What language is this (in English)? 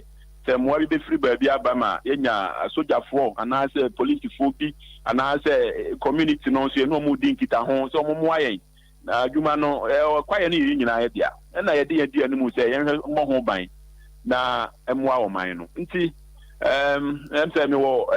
Akan